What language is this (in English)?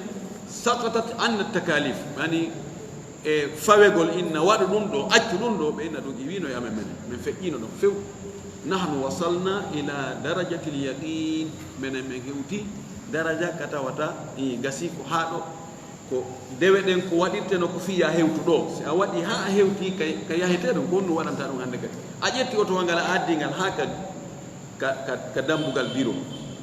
Fula